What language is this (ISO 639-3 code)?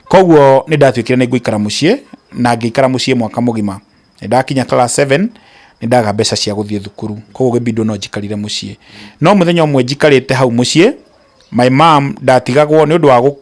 kik